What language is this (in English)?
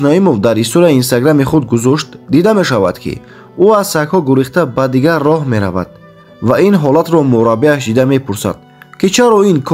Tajik